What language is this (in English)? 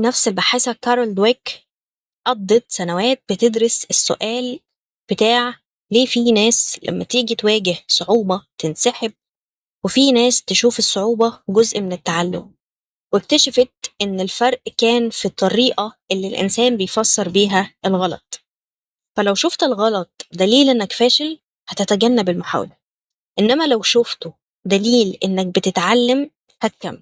Egyptian Arabic